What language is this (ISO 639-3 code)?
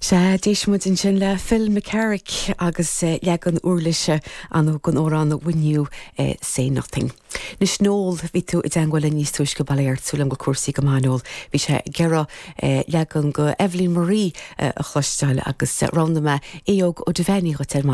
gle